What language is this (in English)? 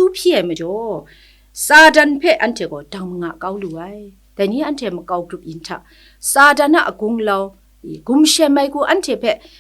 Kachin